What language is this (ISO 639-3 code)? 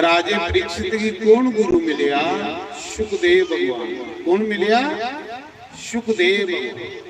doi